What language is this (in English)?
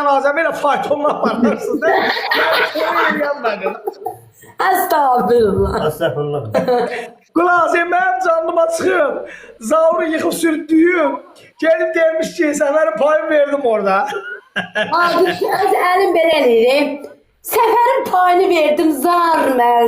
Azerbaijani